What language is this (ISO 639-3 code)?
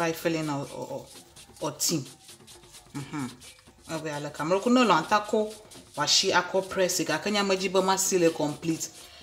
ewe